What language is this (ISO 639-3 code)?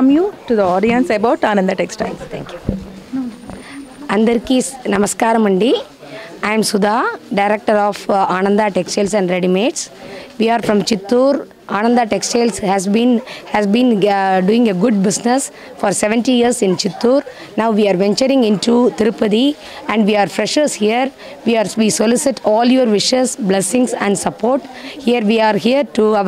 tel